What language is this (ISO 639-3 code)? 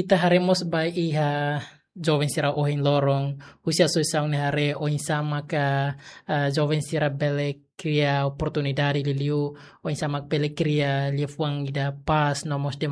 tet